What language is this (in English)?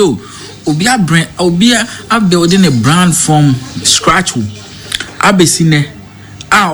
Akan